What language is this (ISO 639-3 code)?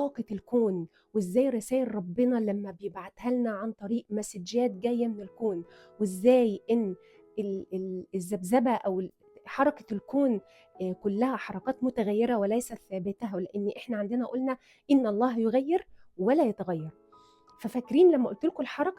arz